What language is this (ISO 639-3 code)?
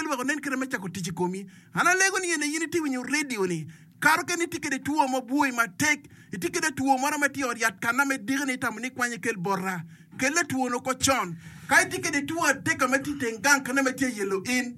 ach